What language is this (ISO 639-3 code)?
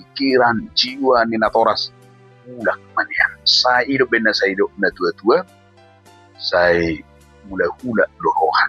bbc